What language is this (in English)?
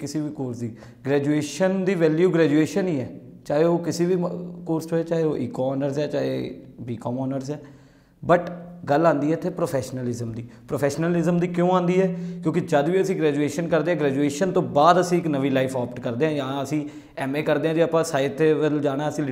Punjabi